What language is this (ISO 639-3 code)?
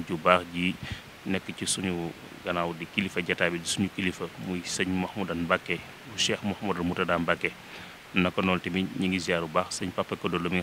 wol